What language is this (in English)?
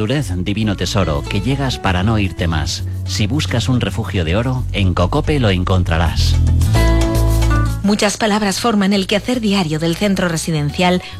Spanish